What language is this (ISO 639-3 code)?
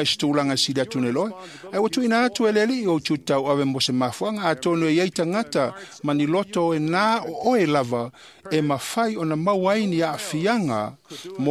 smo